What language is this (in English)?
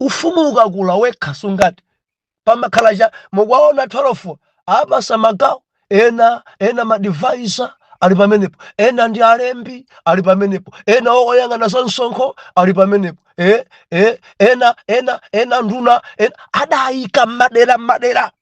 Nyanja